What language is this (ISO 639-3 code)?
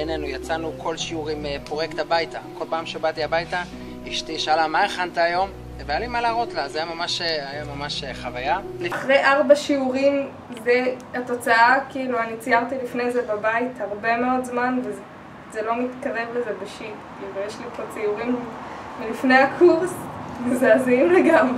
heb